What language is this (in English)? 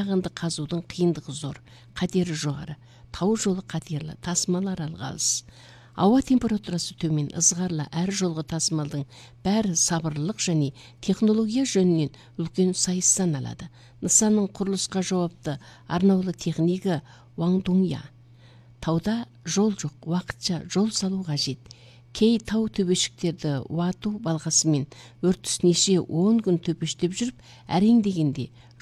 Kazakh